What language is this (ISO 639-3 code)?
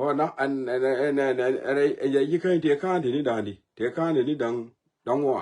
nus